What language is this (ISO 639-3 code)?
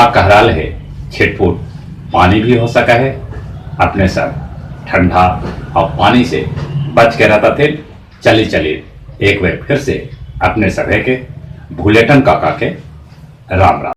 mag